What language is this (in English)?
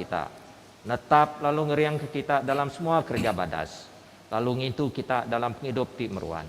Iban